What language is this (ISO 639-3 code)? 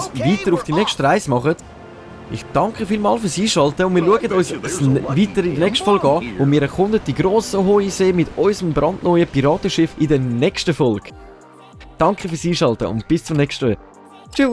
gsw